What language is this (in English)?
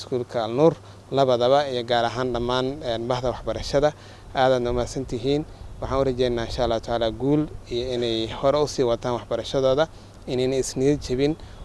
Somali